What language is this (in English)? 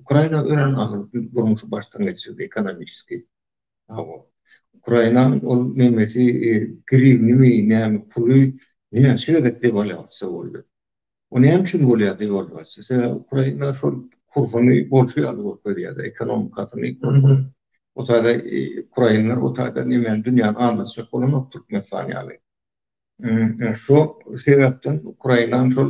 Turkmen